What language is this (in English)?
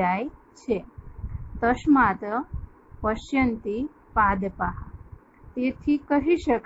Gujarati